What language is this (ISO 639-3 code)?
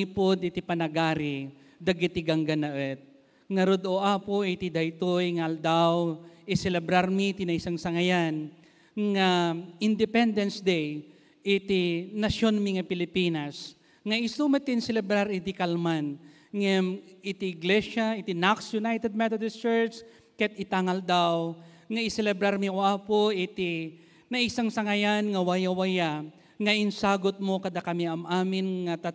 ilo